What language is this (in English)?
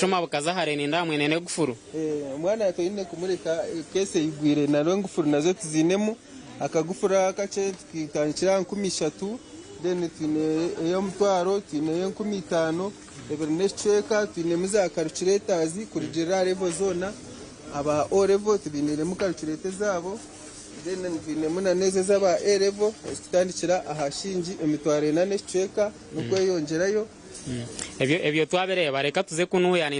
Nyankole